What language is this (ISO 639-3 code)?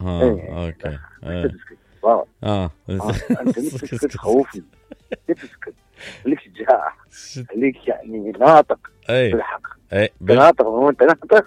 acm